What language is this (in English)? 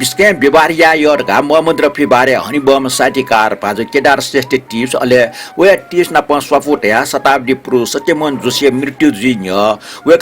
Newari